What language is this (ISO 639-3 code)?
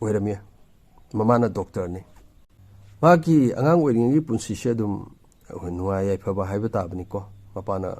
mni